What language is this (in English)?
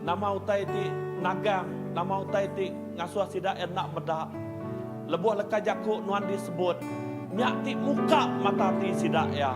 Iban